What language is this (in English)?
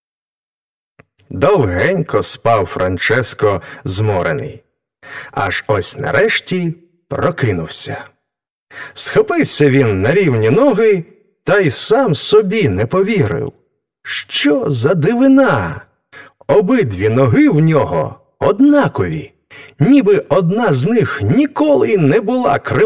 Ukrainian